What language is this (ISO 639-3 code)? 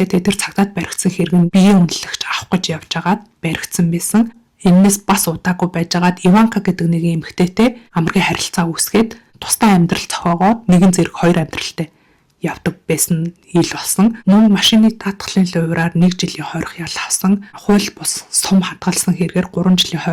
mon